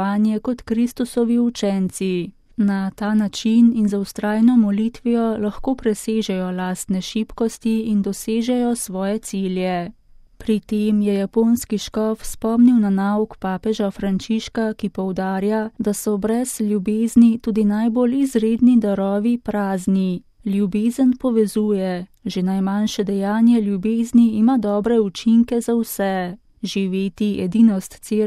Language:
Slovenian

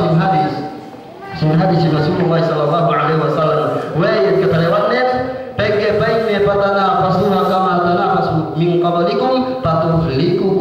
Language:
Yakan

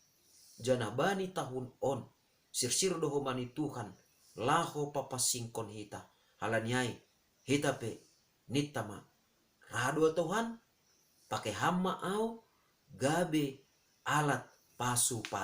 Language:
Batak Simalungun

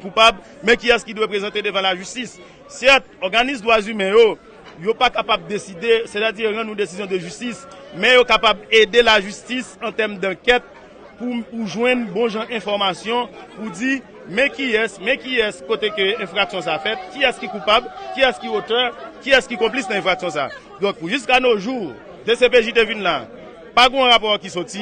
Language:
Haitian Creole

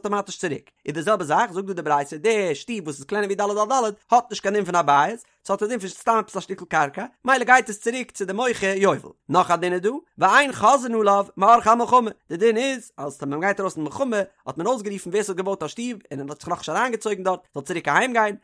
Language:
Yiddish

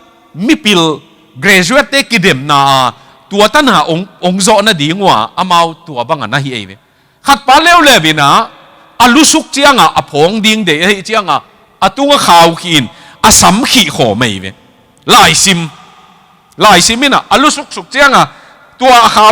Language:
Tedim Chin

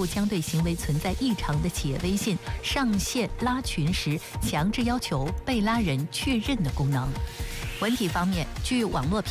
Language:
Chinese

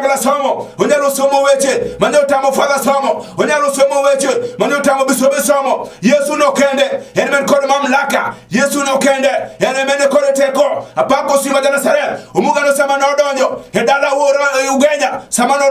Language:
Luo (Kenya and Tanzania)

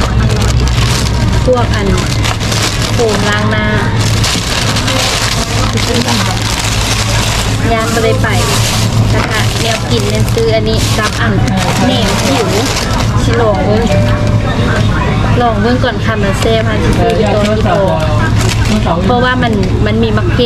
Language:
Thai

